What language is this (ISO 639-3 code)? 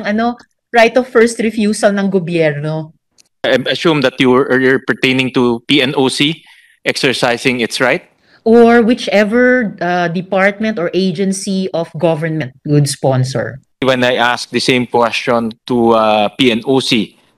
fil